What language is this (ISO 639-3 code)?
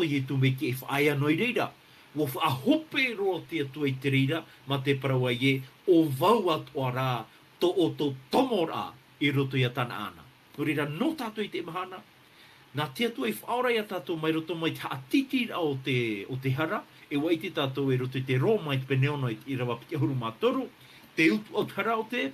tah